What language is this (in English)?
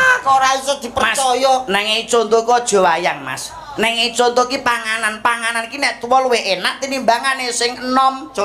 Javanese